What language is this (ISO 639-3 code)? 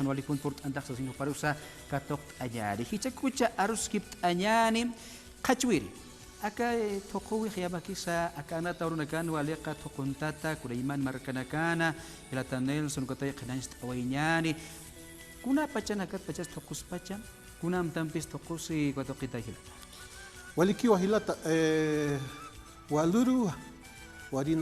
aym